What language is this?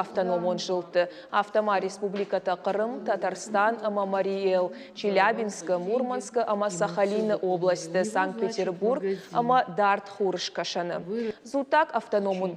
Ossetic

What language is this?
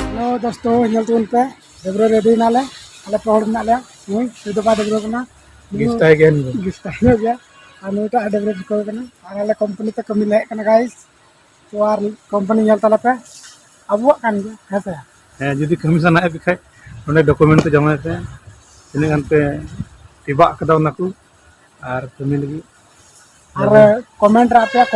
Santali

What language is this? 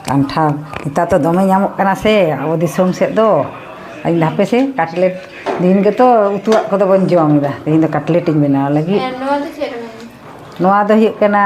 Santali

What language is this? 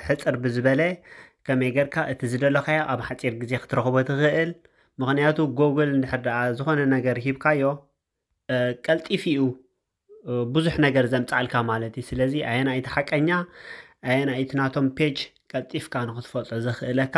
Tigrinya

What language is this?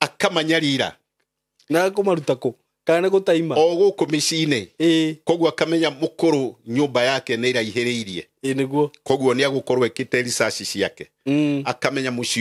Kikuyu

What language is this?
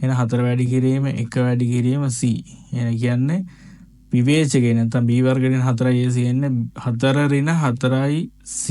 Sinhala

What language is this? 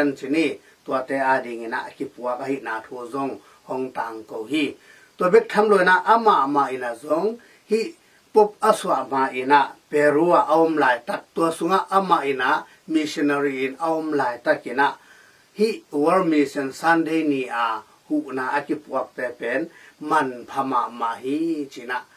Tedim Chin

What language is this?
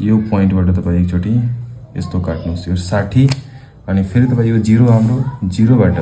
Nepali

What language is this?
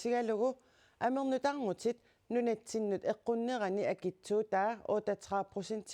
Kalaallisut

